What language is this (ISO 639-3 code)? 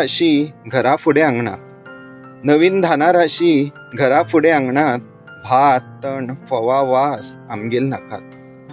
kok